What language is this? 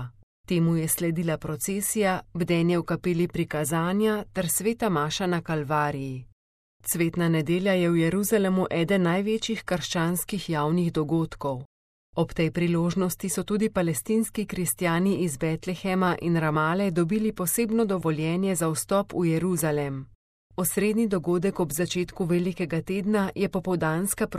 Slovenian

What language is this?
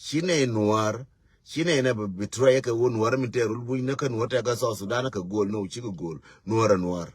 Nuer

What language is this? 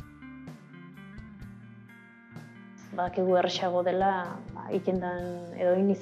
Basque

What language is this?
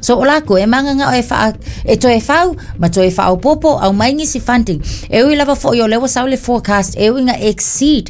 Samoan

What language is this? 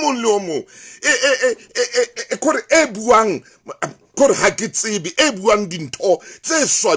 Southern Sotho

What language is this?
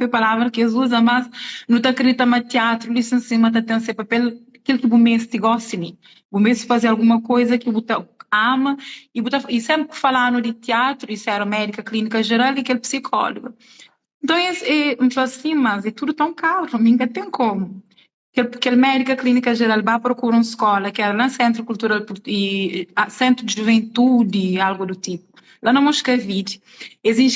Kabuverdianu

